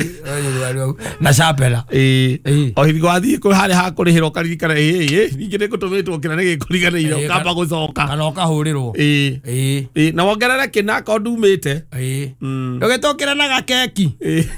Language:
Kikuyu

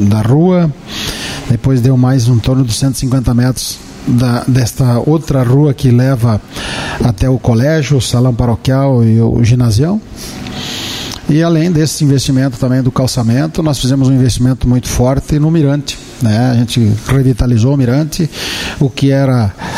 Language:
Portuguese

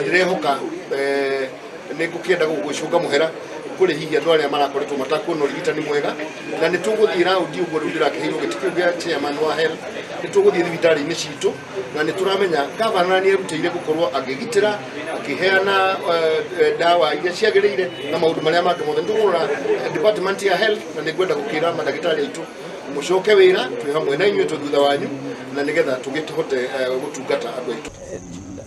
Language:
Kikuyu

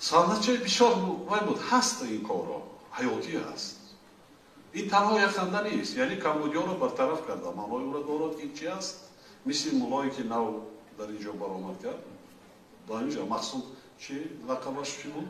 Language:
Tajik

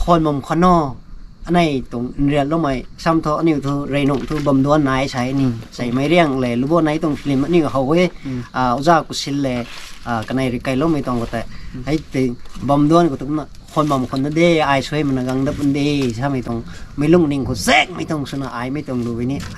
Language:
Rongmei Naga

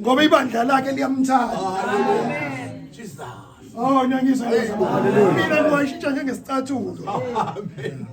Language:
Zulu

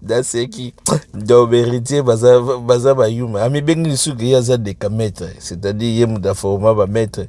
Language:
Lingala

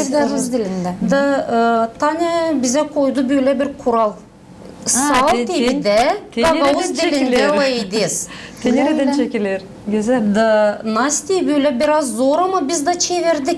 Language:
Gagauz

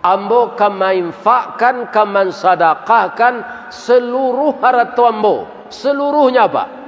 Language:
Minangkabau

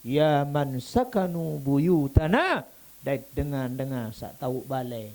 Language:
Sasak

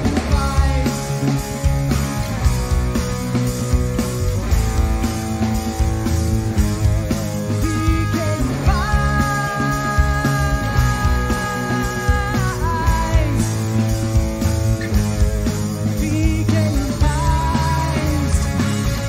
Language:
Portuguese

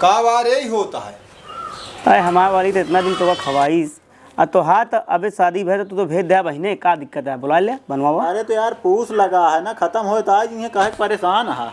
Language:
Awadhi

